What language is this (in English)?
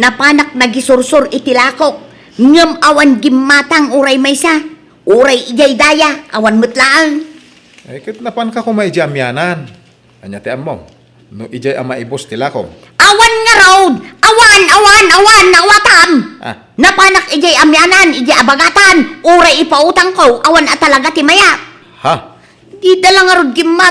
Iloko